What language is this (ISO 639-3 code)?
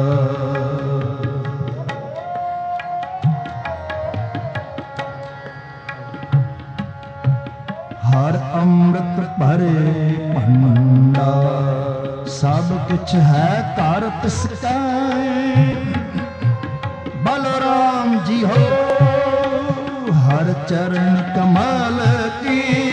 pan